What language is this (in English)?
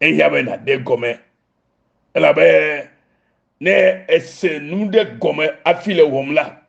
Ewe